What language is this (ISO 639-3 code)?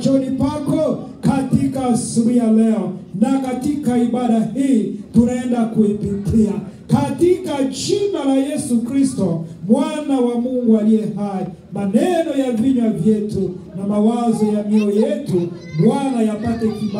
swa